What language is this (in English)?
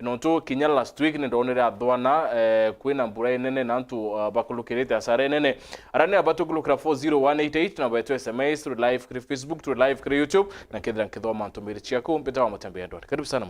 Meru